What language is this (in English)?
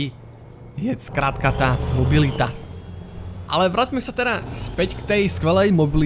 Slovak